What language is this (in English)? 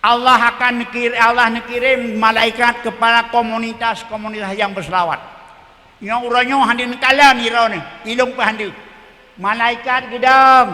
Achinese